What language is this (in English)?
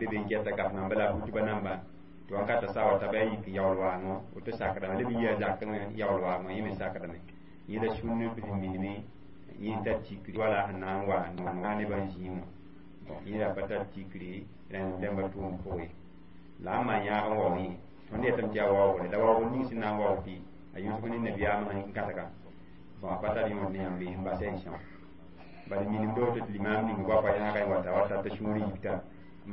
Mossi